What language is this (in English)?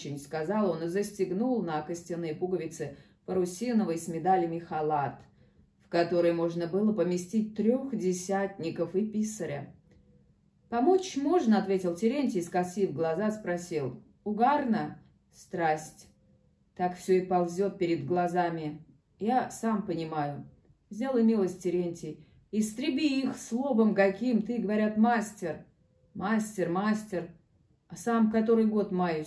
Russian